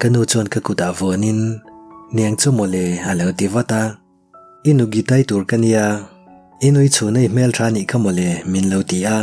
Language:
Mizo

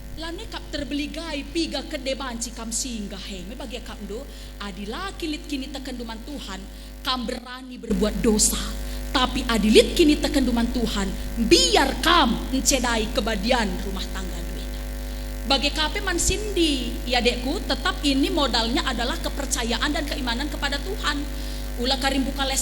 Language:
Batak Karo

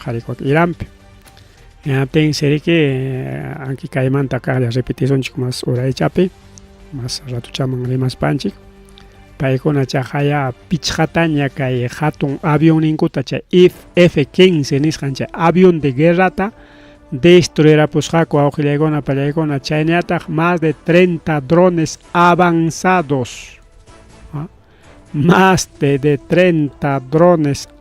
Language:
Ayacucho Quechua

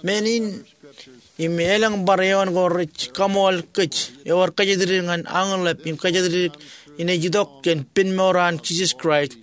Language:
Marshallese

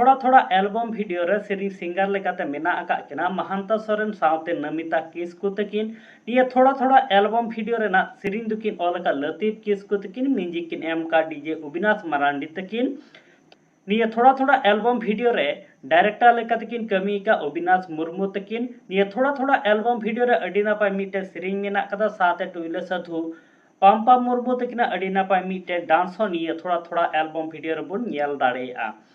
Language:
Santali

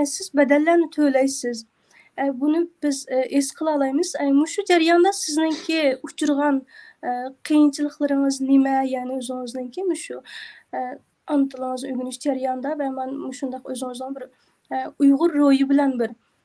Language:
Uyghur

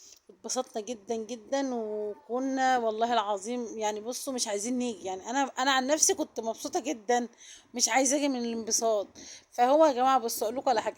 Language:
Egyptian Arabic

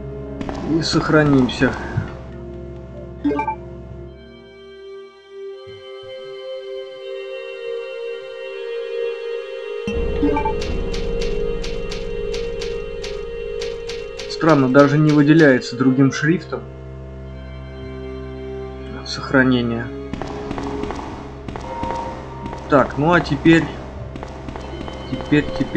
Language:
Russian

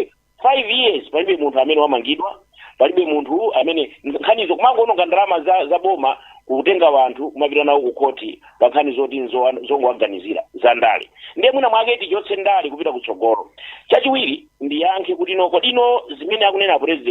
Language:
Nyanja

